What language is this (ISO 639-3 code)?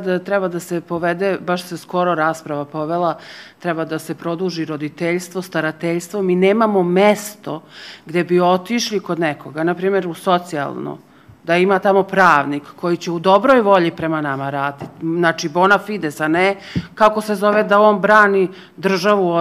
srp